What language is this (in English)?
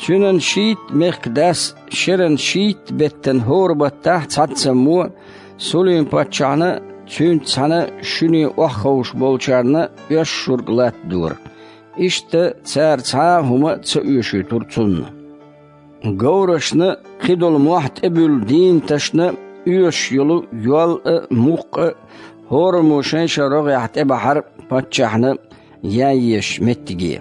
Chechen